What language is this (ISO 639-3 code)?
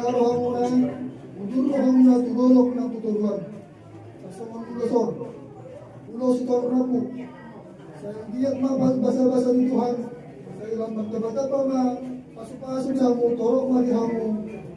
bbc